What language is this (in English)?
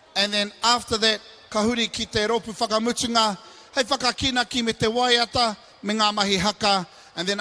Māori